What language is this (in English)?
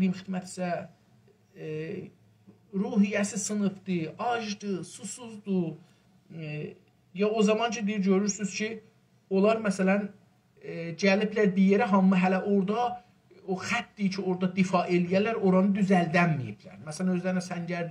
South Azerbaijani